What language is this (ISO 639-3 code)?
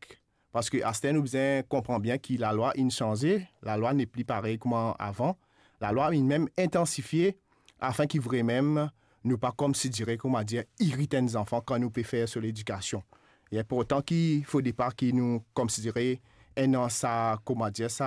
mfe